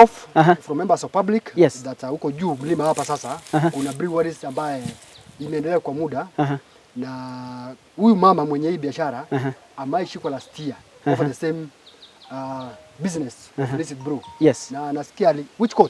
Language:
Gusii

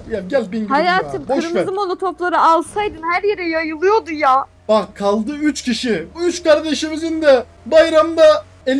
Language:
Turkish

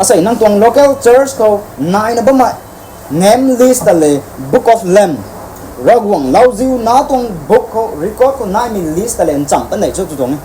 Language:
Rongmei Naga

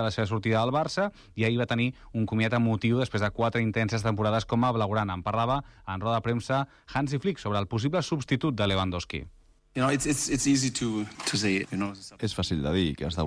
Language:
Catalan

